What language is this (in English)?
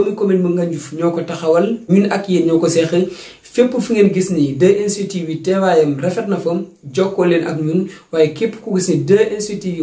Wolof